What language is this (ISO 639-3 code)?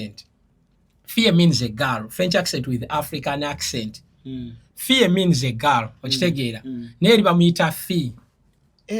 lug